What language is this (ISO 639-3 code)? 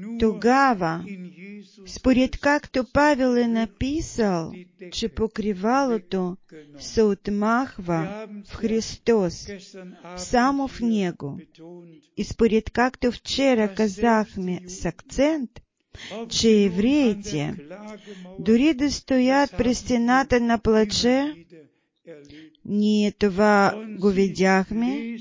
bul